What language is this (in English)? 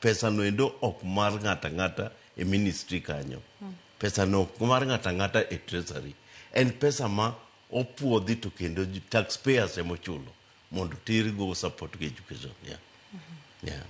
Luo (Kenya and Tanzania)